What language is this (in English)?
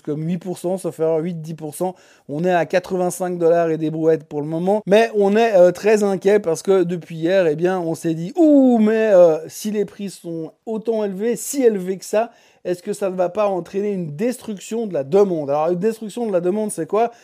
French